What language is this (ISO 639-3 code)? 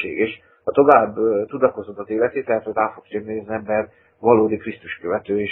hun